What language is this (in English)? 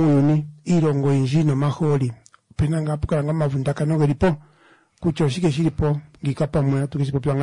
Kuanyama